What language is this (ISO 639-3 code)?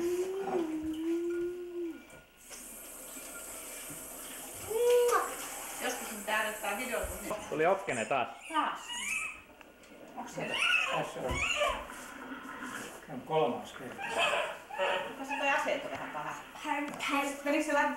fin